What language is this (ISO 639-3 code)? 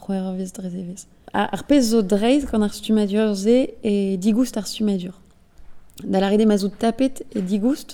bre